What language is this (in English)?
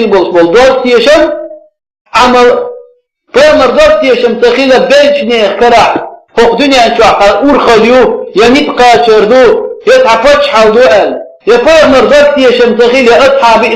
Chechen